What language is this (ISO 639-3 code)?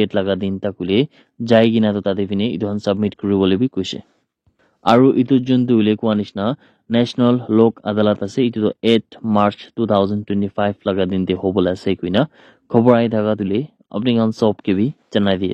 nag